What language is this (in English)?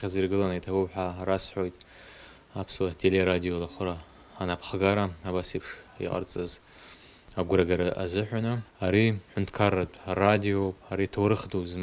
Abkhazian